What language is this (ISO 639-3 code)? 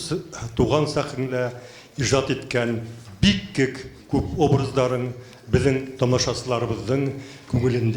bak